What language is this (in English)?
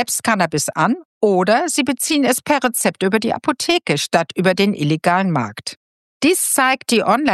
German